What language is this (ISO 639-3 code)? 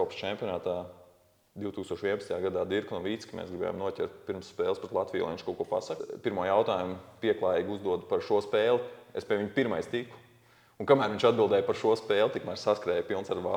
lav